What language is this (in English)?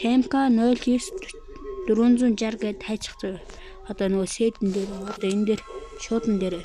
Mongolian